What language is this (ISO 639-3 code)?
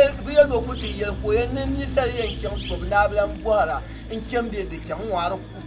dag